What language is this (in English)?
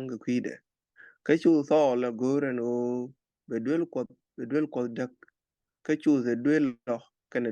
Nuer